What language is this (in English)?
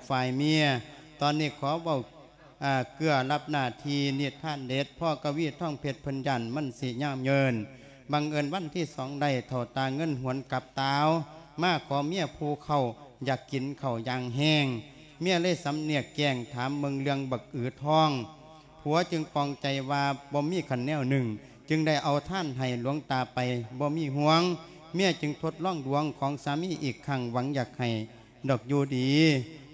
Lao